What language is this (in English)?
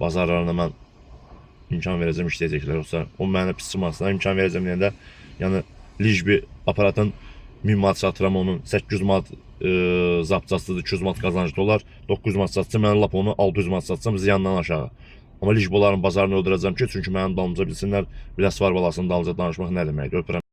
Azerbaijani